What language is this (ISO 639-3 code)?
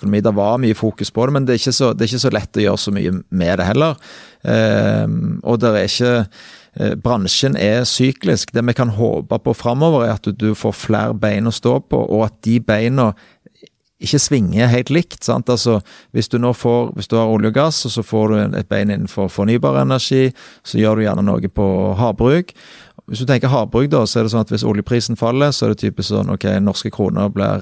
nor